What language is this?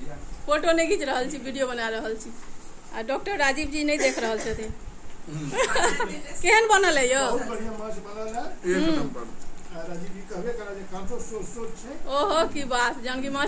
Maithili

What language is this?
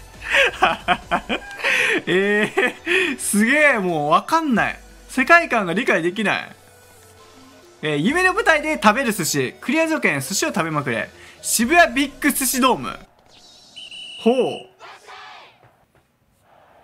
Japanese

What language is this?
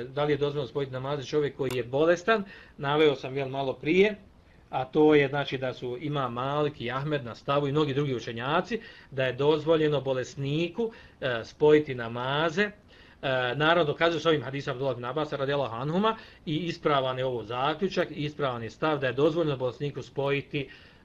Bosnian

